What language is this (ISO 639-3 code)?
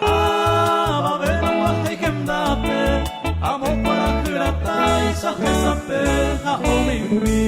grn